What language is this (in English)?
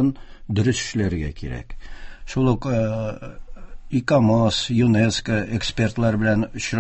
Tatar